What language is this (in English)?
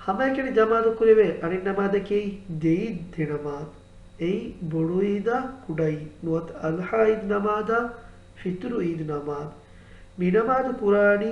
Divehi